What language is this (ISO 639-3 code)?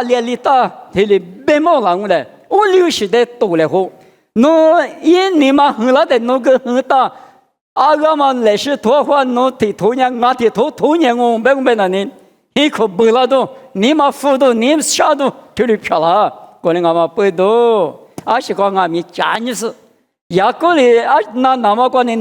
lis